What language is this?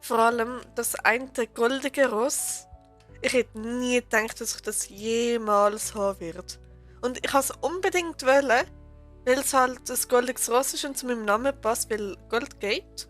Swiss German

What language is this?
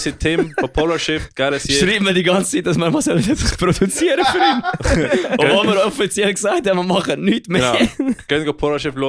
Swiss German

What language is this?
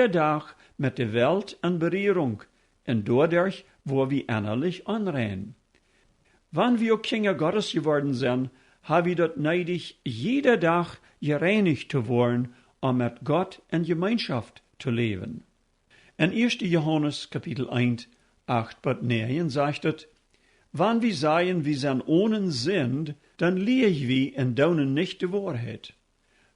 Plautdietsch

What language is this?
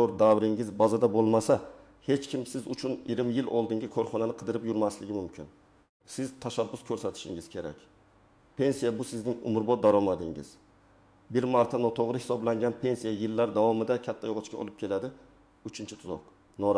Uzbek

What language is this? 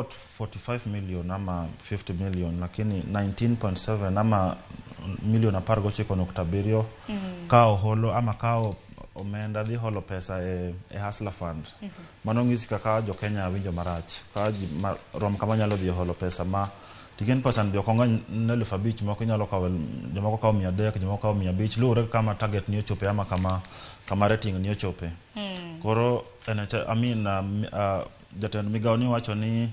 Luo (Kenya and Tanzania)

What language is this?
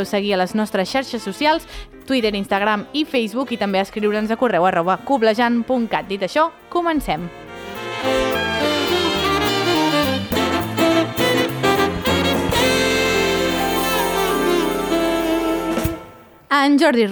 Catalan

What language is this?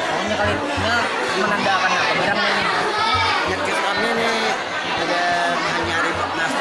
Banjar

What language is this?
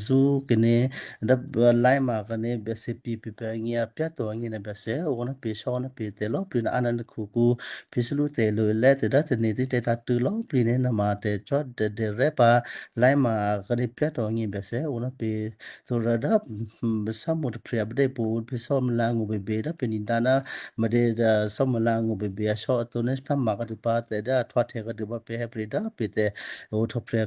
Western Kayah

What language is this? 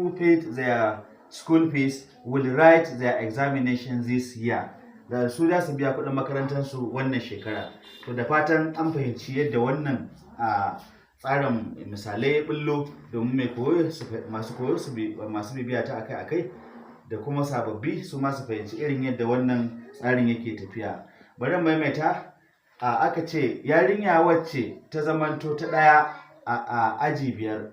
Hausa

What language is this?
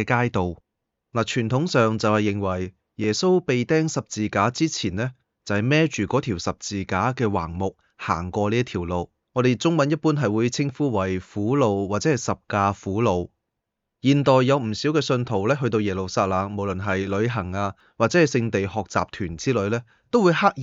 Cantonese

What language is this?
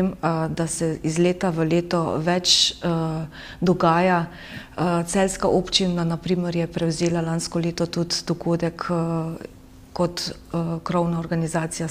Slovenian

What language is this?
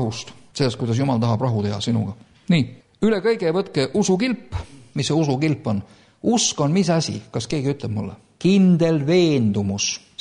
Estonian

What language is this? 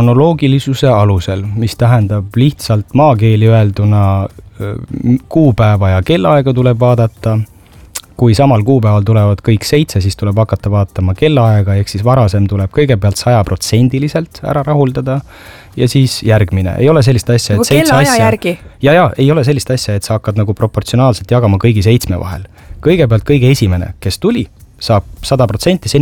Estonian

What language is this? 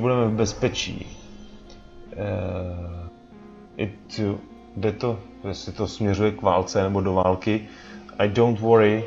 Czech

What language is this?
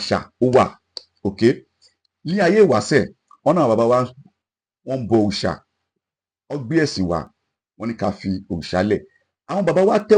Yoruba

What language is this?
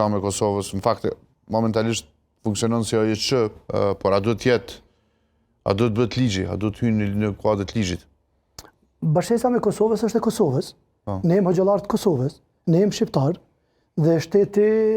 Albanian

